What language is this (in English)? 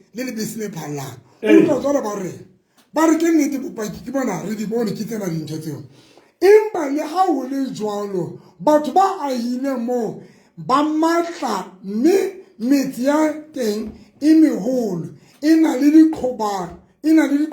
Southern Sotho